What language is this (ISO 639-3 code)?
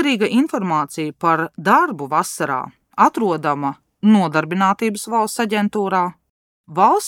lav